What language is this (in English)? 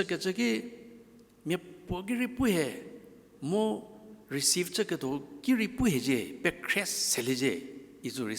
Angami Naga